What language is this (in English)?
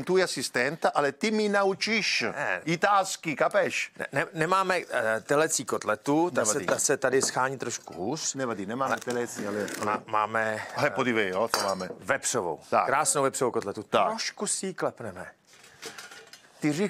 Czech